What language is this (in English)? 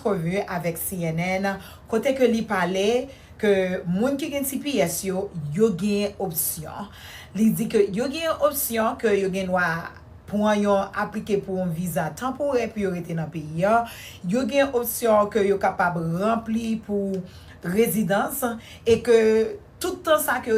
Haitian Creole